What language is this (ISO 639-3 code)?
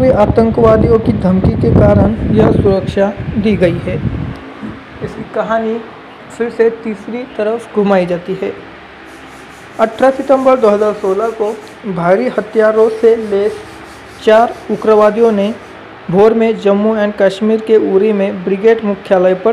hin